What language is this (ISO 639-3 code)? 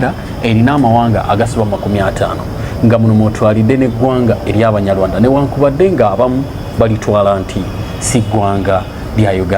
lug